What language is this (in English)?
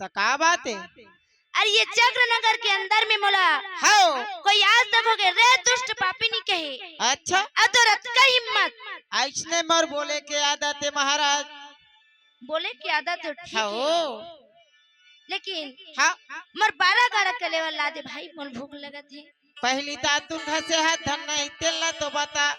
Chhattisgarhi